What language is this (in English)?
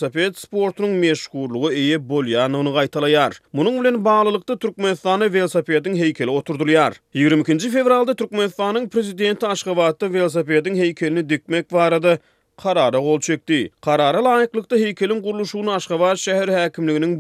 Turkmen